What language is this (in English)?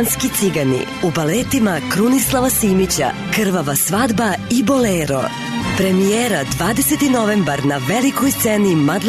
Serbian